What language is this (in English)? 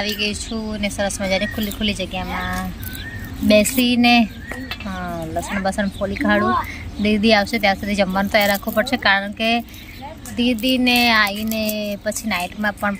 Gujarati